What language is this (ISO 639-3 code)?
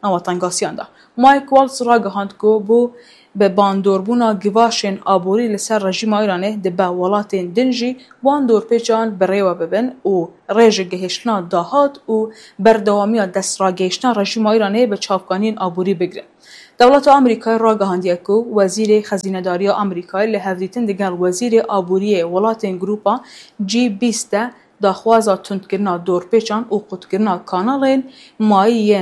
kur